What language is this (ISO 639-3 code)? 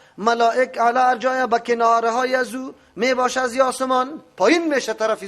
fas